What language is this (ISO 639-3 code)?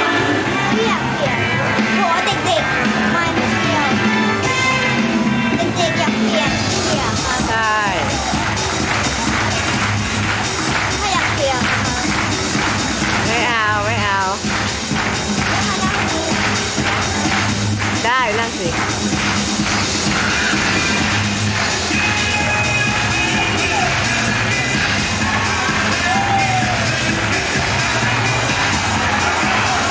tha